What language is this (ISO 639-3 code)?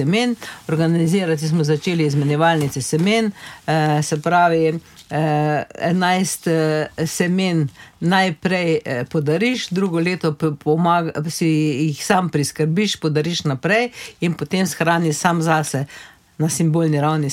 slv